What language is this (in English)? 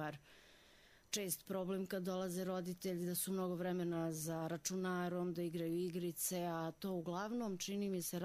Croatian